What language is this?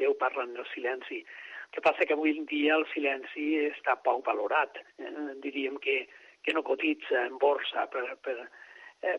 Catalan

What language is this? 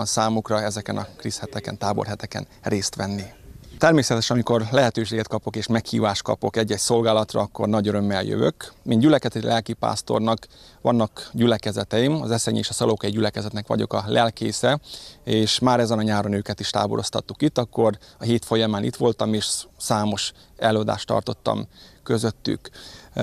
Hungarian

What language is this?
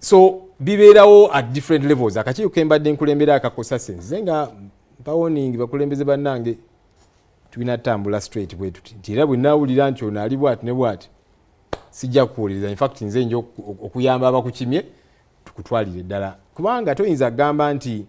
Ganda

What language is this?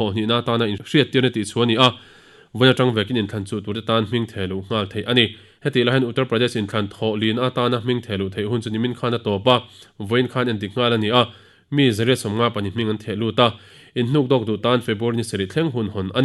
Mizo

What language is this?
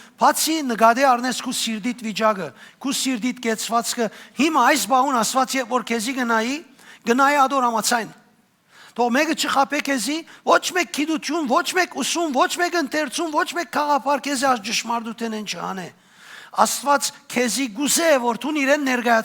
Western Armenian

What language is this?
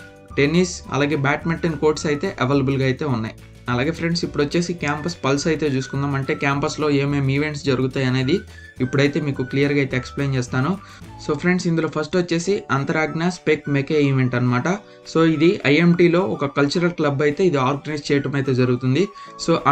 Telugu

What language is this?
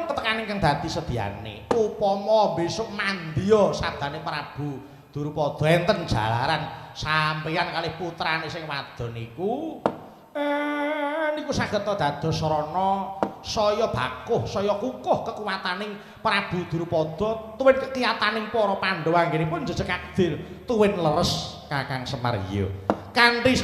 Javanese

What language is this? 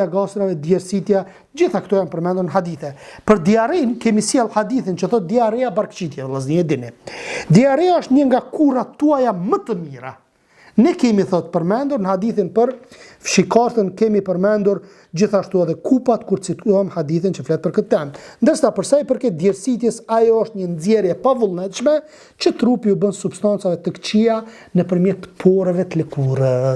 Albanian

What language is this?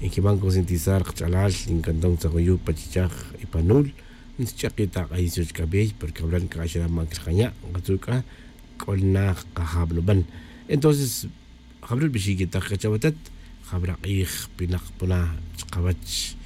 Tz'utujil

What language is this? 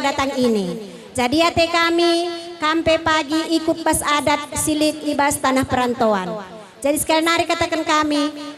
Batak Karo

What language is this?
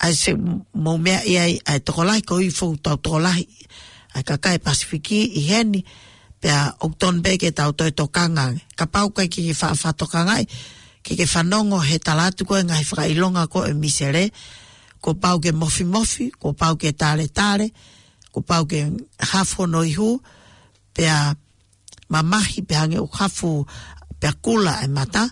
Tongan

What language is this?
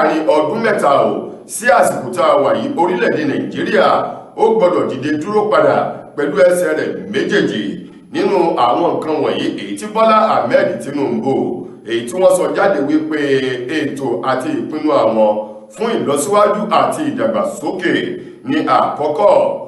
Yoruba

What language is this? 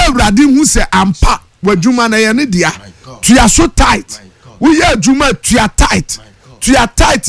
Akan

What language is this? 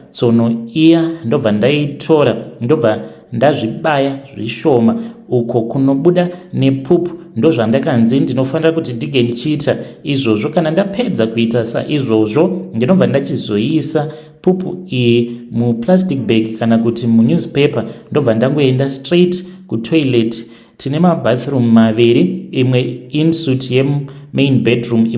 Shona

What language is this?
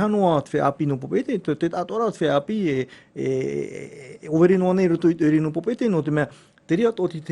Tahitian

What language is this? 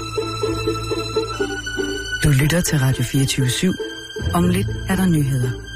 Danish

